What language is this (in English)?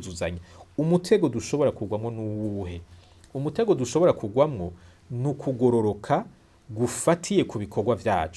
Rundi